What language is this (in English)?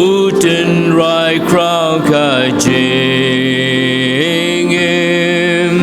Khasi